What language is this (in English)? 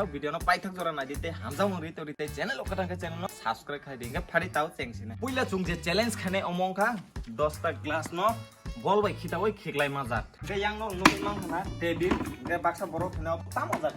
Kok Borok